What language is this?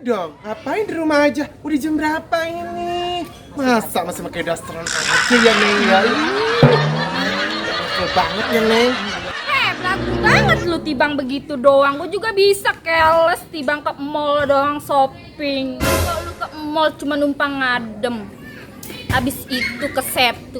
Betawi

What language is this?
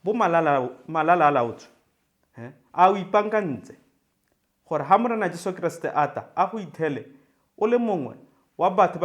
Tswana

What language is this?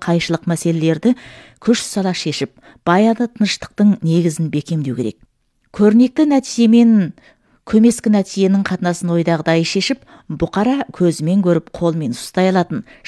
Kazakh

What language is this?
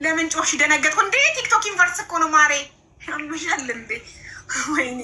Amharic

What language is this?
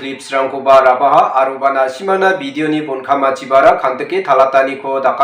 Garo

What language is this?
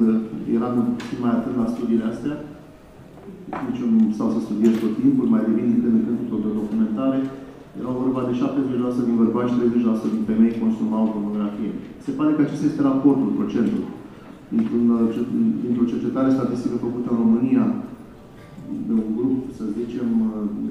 Romanian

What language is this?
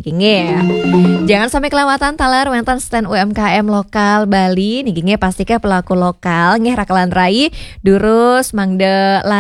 Balinese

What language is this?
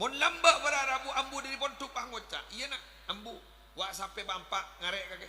Madurese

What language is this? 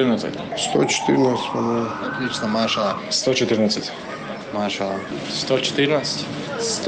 Chechen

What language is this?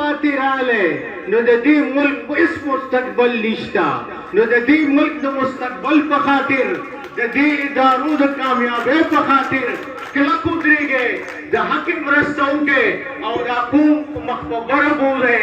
Pashto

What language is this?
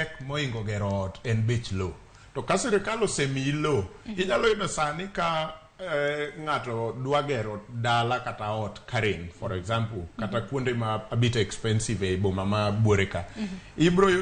Luo (Kenya and Tanzania)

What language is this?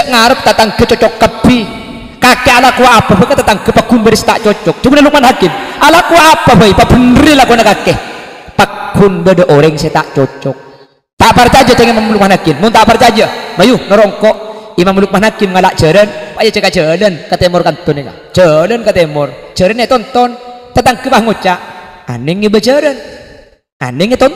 Madurese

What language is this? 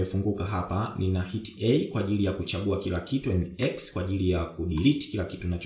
Swahili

